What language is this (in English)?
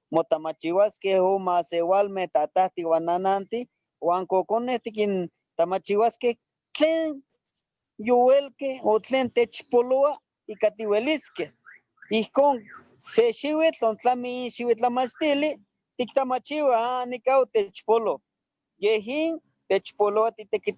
Eastern Huasteca Nahuatl